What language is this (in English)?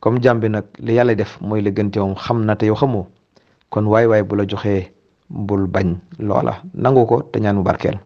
Wolof